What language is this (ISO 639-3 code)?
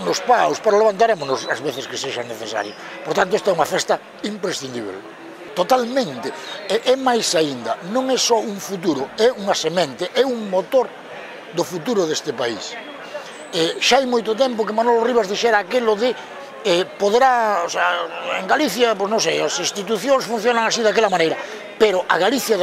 glg